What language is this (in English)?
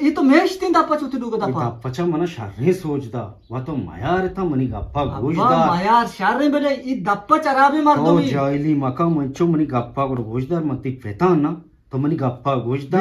Eastern Balochi